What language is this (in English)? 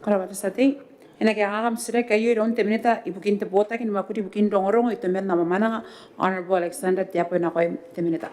Gilbertese